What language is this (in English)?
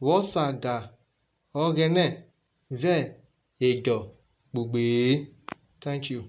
Urhobo